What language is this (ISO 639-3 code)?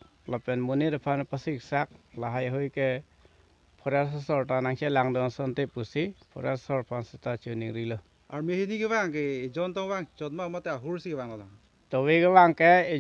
mjw